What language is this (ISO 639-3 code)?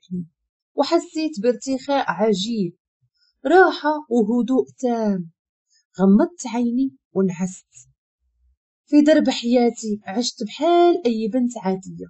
ary